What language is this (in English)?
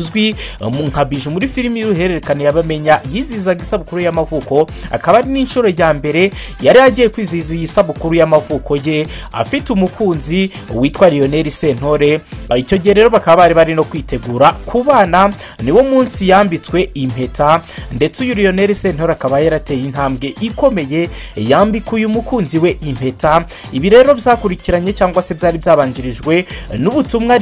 Kinyarwanda